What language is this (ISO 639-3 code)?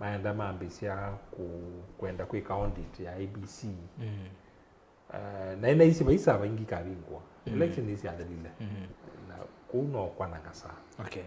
kam